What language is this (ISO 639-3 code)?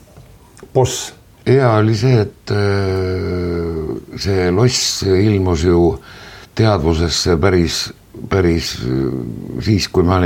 est